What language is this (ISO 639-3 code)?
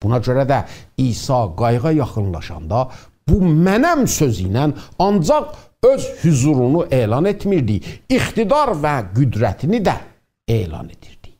azb